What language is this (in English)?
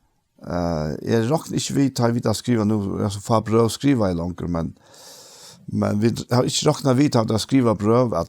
Faroese